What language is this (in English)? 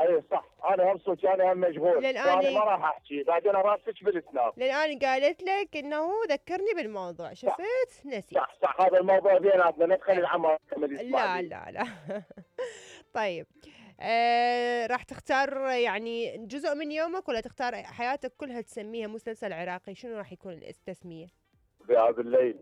Mesopotamian Arabic